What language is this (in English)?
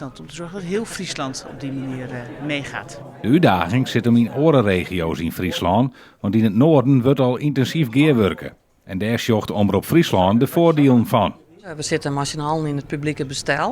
Western Frisian